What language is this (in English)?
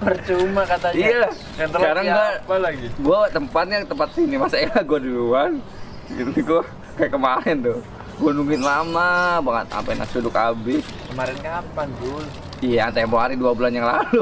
Betawi